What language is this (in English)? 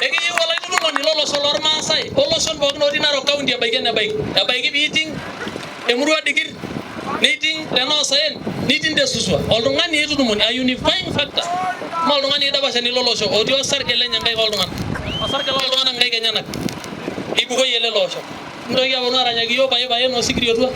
Masai